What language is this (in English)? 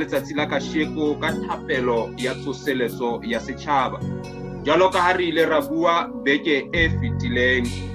Southern Sotho